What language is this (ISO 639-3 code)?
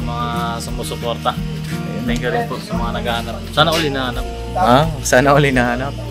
fil